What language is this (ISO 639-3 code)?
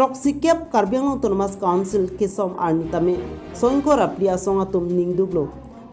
mjw